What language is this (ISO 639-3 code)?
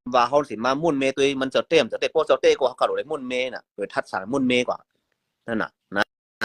shn